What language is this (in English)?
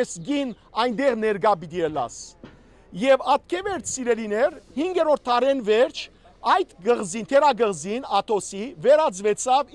Western Armenian